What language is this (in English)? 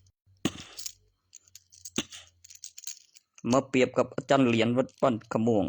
Northeastern Thai